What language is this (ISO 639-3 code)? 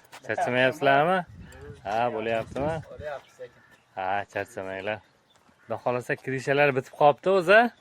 uzb